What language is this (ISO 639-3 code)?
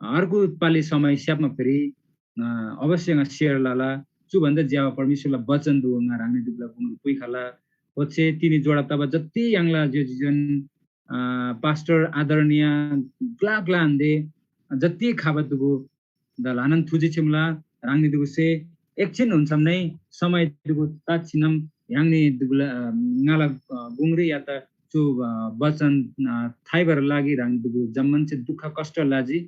taj